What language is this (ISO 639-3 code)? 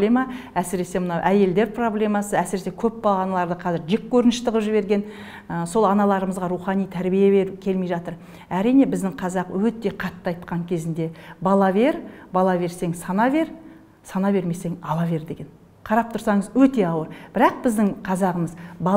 kaz